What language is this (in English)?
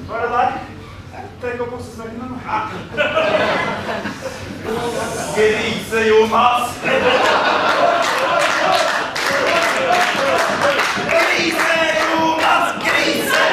Norwegian